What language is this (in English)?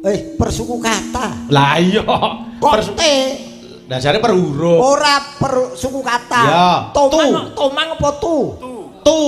Javanese